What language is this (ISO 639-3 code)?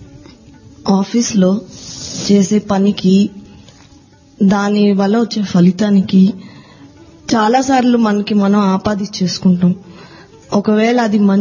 tel